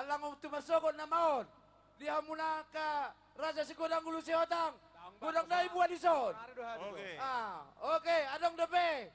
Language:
Batak Toba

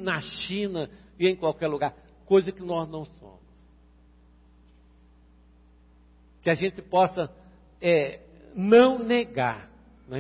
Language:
Portuguese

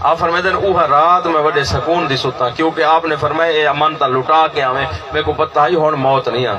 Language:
Saraiki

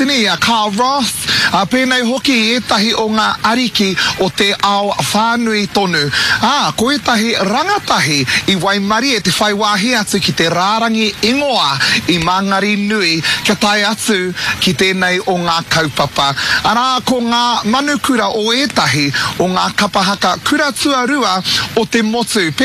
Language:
Māori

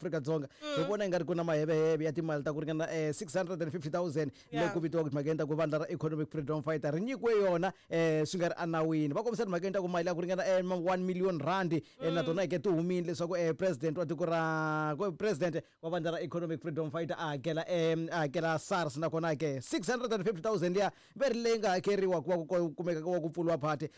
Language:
Tsonga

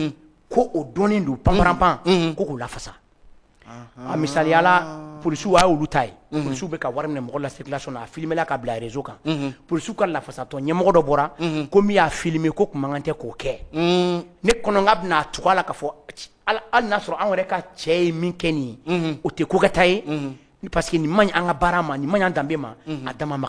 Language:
Bambara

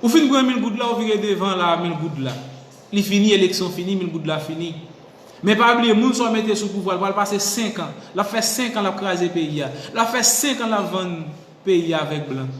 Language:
Haitian Creole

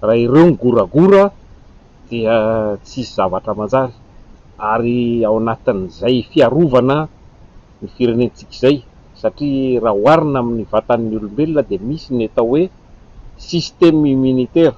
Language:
Malagasy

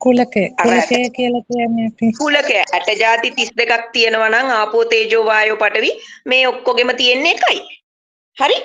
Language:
Sinhala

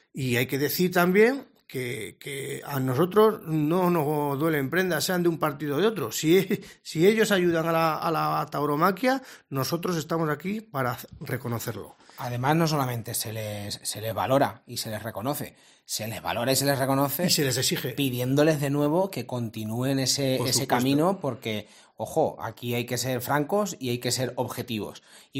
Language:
Spanish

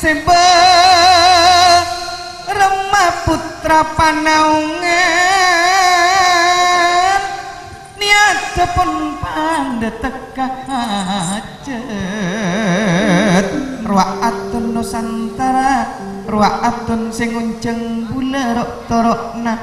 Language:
Madurese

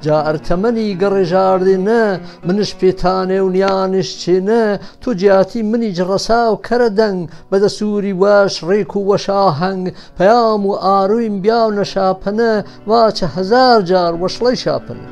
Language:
Gurani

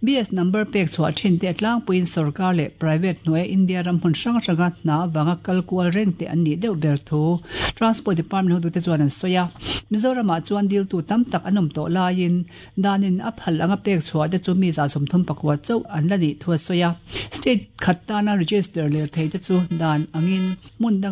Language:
Mizo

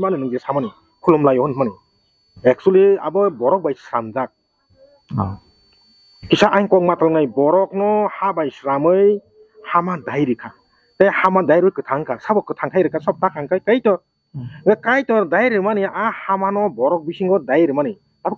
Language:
Kok Borok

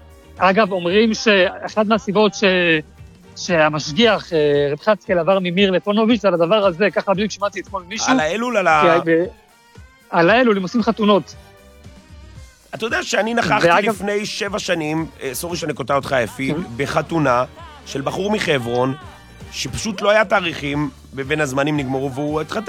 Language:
Hebrew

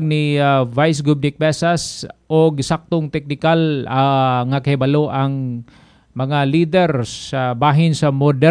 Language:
Cebuano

